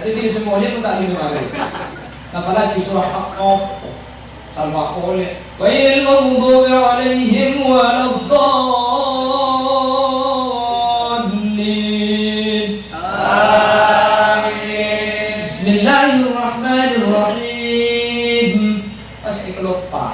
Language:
Madurese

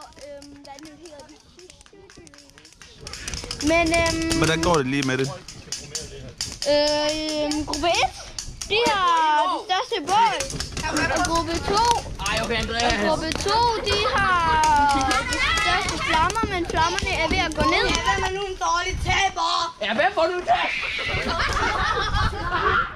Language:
Danish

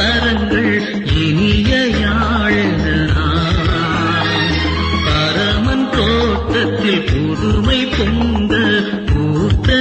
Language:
Tamil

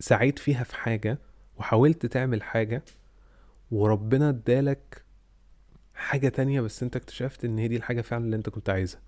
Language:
Egyptian Arabic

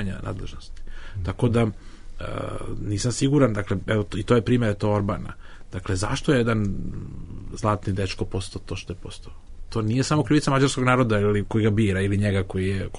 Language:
Bosnian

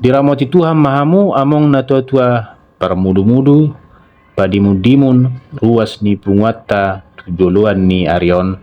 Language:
Batak Toba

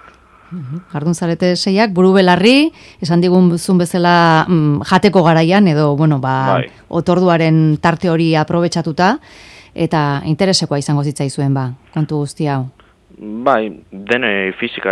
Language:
Basque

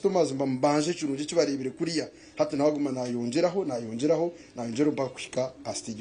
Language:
Nyankole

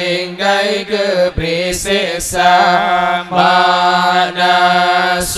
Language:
Achinese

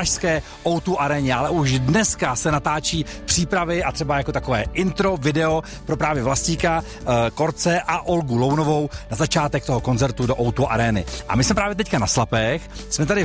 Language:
Czech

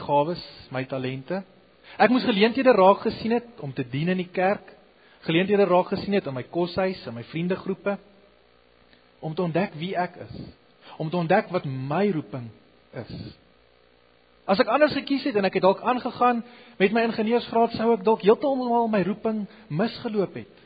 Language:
Afrikaans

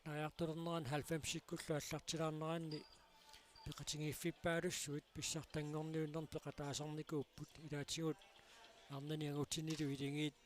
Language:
Kalaallisut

